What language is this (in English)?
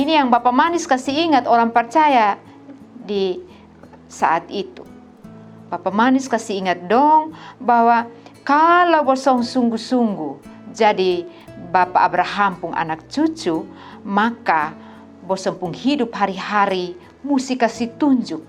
Kupang Malay